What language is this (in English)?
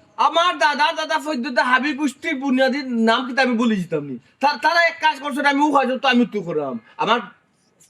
Sylheti